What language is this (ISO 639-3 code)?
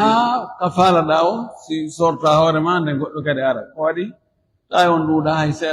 ful